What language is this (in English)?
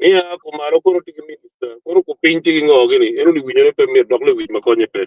Acoli